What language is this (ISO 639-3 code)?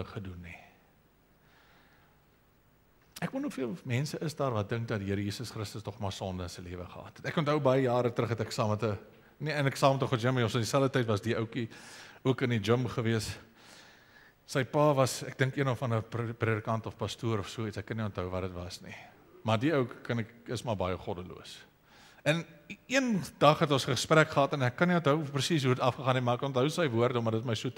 afr